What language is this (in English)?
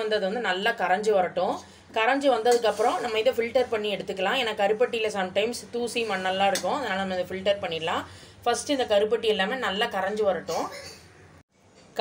Tamil